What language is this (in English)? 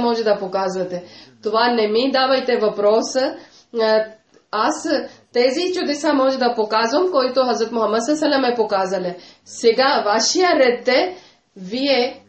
Bulgarian